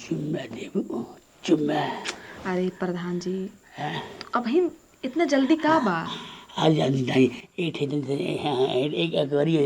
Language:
Bhojpuri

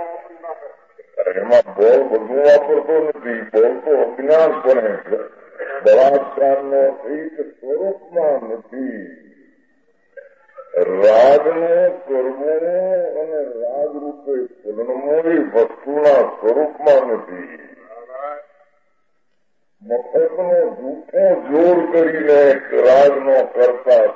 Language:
Gujarati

